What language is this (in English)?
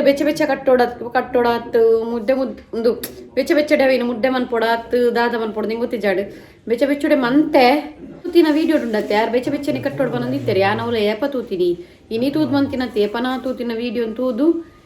Tulu